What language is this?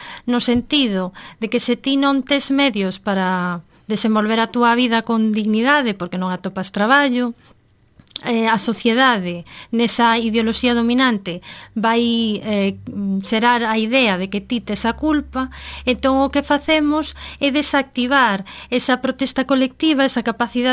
Galician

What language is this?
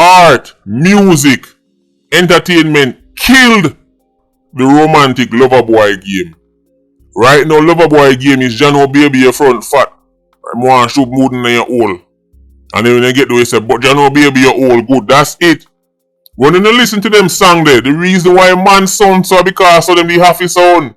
Jamaican Creole English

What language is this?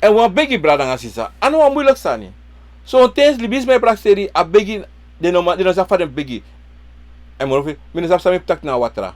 Sranan Tongo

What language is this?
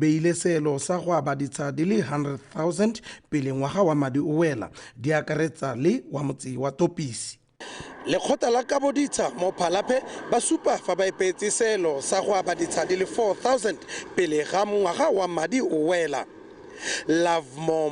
Tswana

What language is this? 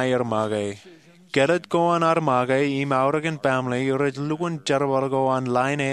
Marshallese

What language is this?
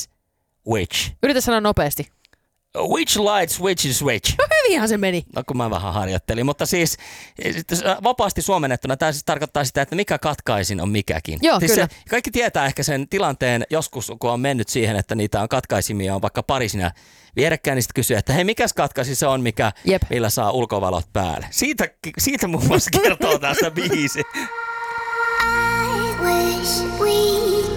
Finnish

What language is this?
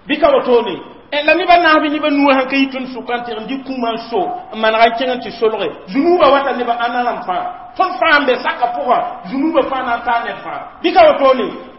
Mossi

